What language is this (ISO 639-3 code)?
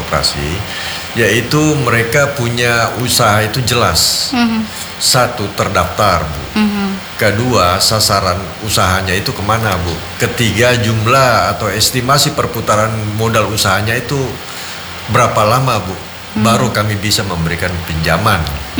ind